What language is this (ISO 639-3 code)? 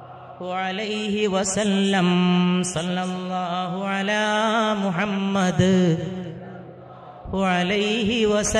mal